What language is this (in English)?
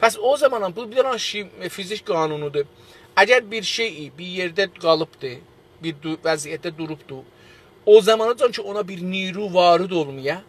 South Azerbaijani